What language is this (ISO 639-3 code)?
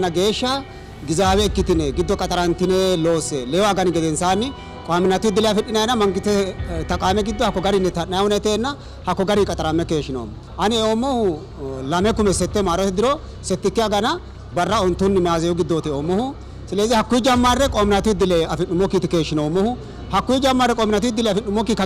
sid